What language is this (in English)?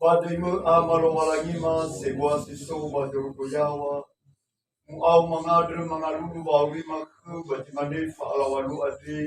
Nias